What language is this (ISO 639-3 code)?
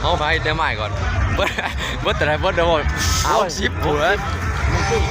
lao